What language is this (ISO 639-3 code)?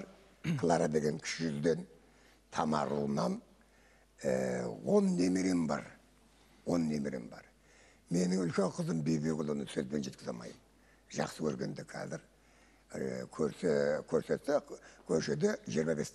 kaz